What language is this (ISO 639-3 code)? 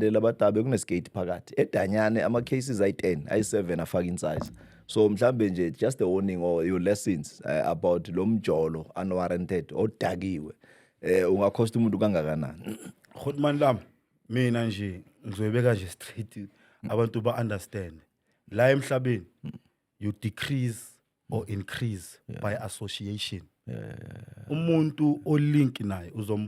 zul